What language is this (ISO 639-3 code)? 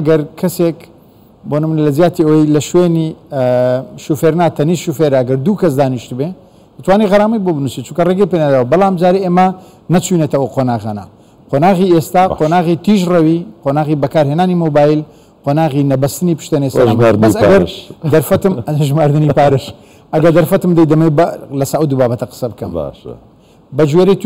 ckb